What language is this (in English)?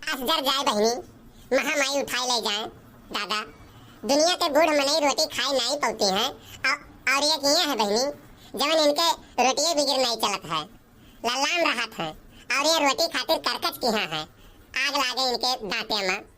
Awadhi